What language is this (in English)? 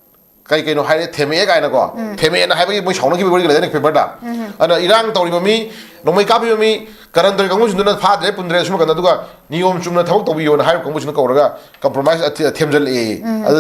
Manipuri